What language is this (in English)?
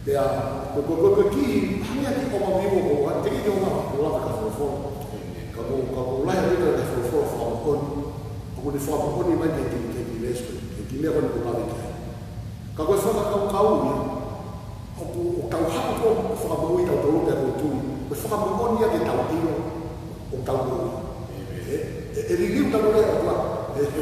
Tongan